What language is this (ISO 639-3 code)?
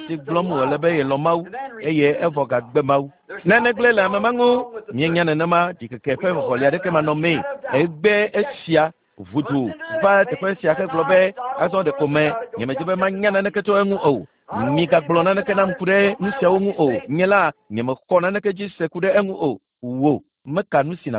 ewe